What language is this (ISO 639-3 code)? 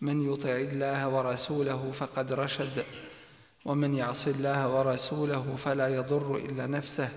bos